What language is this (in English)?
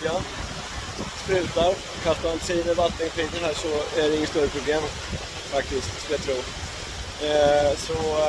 Swedish